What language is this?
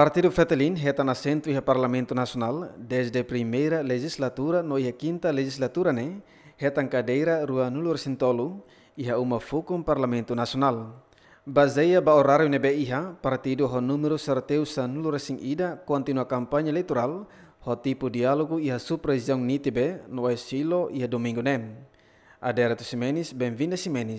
Tetum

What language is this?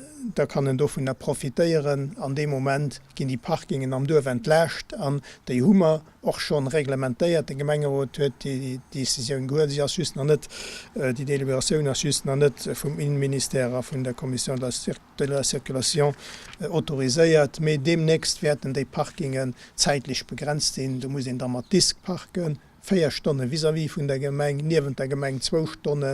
Luxembourgish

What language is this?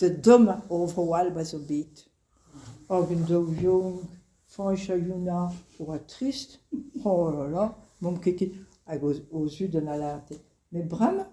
Breton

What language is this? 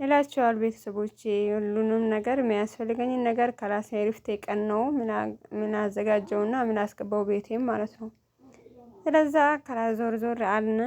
Amharic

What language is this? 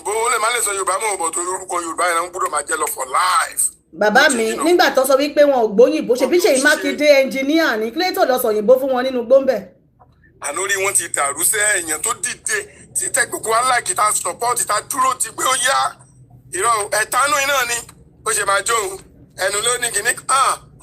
Yoruba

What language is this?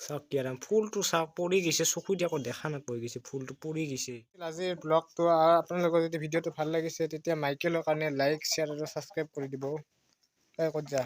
Assamese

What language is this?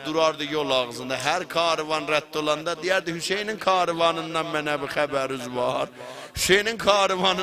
South Azerbaijani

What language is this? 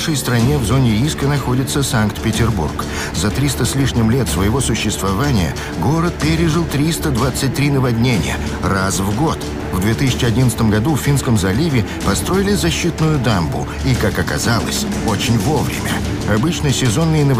Russian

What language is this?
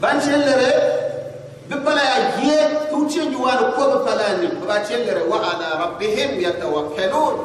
Gourmanchéma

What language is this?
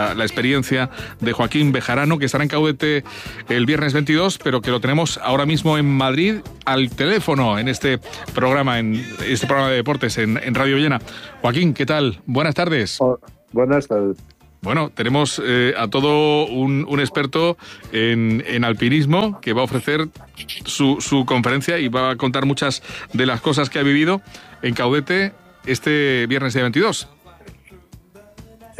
Spanish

